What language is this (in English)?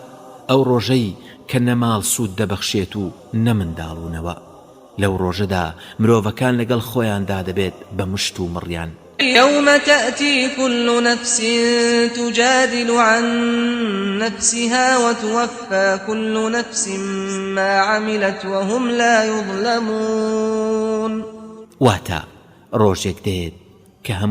Central Kurdish